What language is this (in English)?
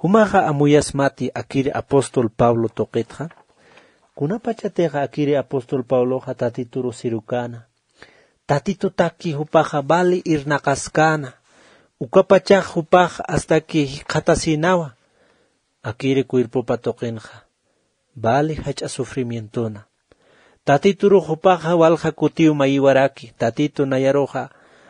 Aymara